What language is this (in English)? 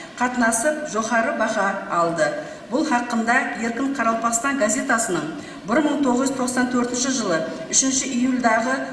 Kara-Kalpak